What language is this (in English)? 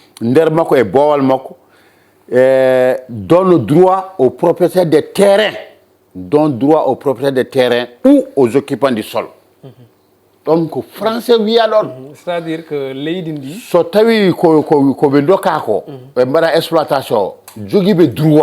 Fula